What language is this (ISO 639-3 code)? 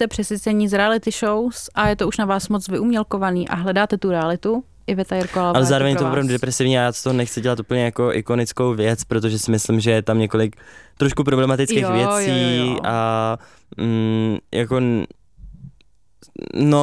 ces